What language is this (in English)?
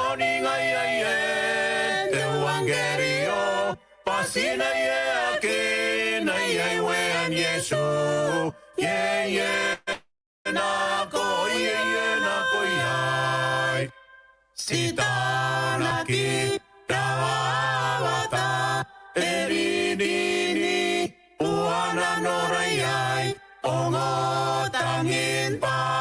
Gilbertese